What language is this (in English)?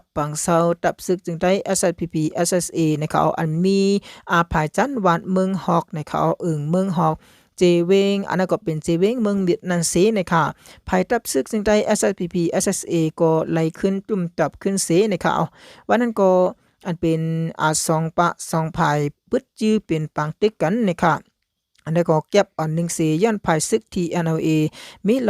Shan